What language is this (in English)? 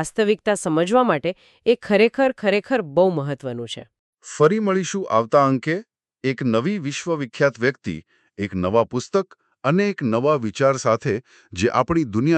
Gujarati